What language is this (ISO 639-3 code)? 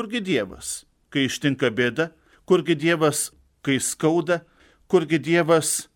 lit